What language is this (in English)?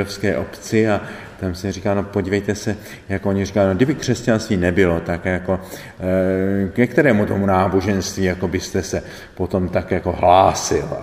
Czech